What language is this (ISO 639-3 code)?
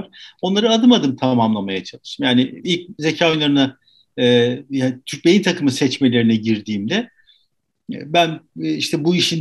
tur